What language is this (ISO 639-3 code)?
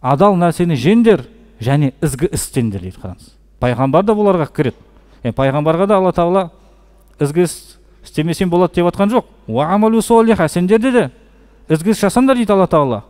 kaz